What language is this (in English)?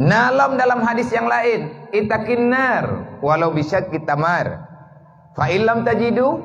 Achinese